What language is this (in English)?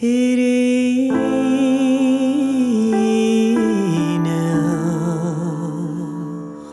Irish